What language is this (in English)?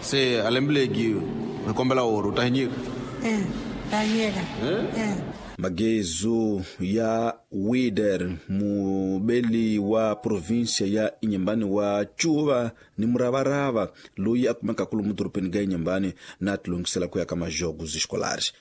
Tsonga